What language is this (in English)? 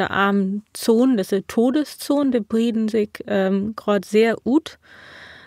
Low German